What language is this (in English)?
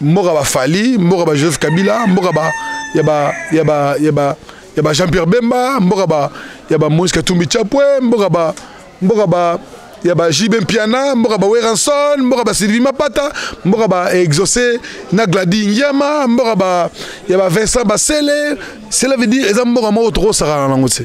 Lingala